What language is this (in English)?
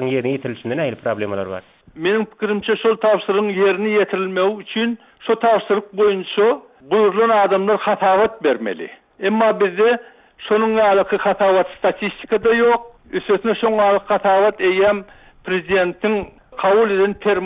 Turkmen